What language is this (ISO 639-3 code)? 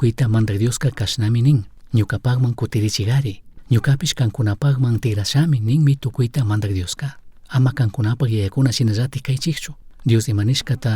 qug